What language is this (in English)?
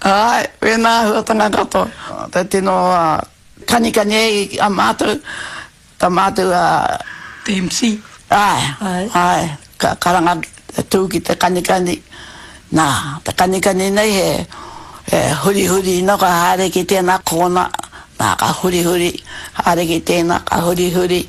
Māori